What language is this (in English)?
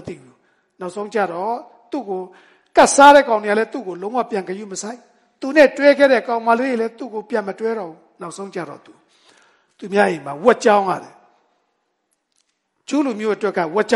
Burmese